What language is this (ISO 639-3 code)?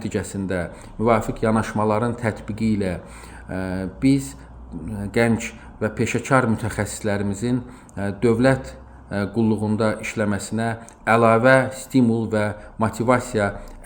aze